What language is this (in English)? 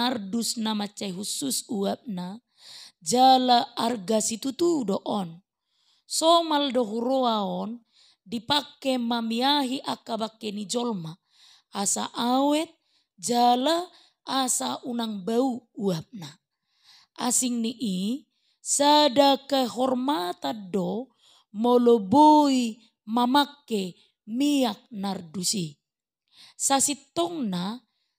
Batak Toba